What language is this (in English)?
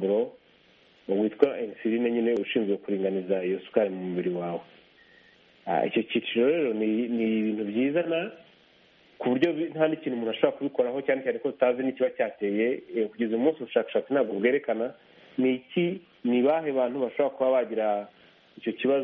Kinyarwanda